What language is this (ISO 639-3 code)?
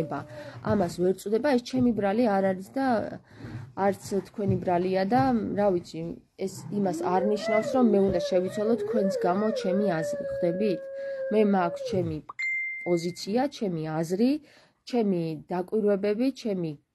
kat